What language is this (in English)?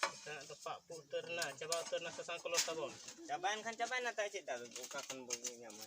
Santali